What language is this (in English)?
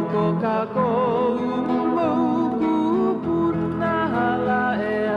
Hawaiian